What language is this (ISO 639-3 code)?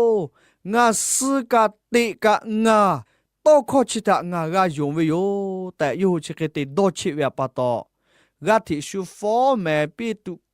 lhu